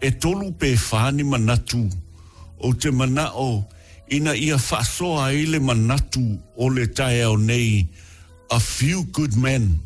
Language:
Samoan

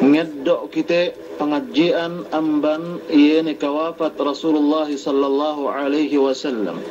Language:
Yakan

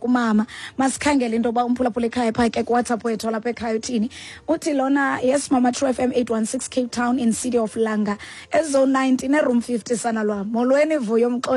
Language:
Xhosa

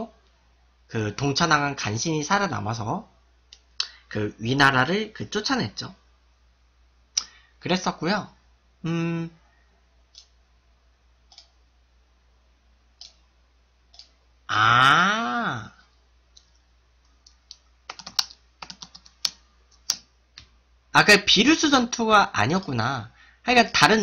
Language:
Korean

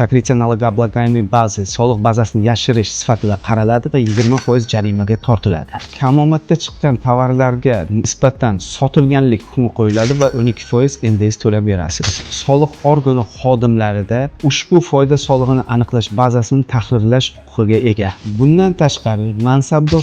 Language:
Uzbek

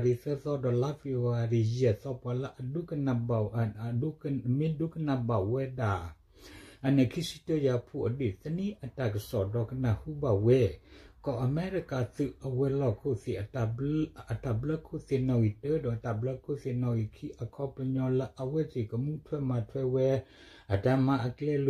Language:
S'gaw Karen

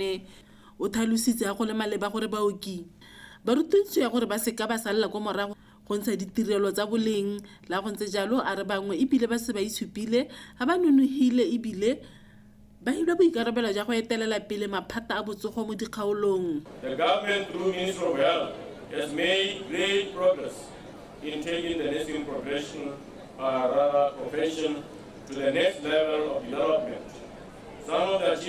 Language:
Tswana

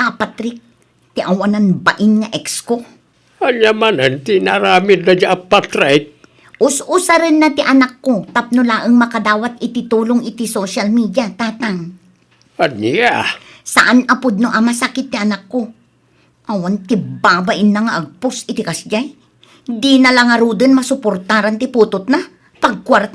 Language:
Iloko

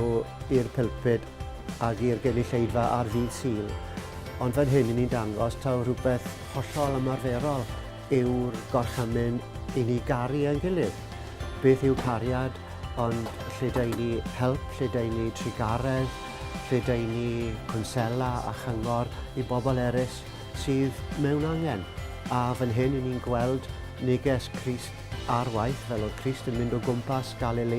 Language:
Welsh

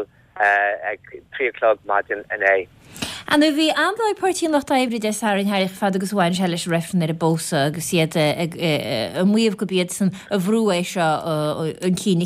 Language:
Irish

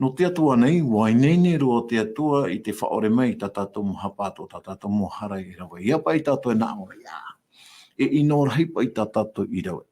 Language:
Tahitian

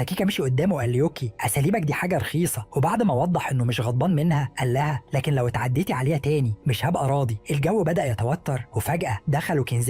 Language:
Egyptian Arabic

